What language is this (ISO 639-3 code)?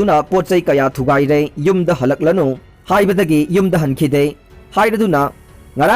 mni